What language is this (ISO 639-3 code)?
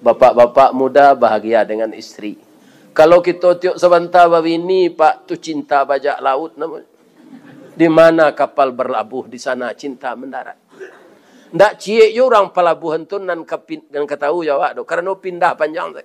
min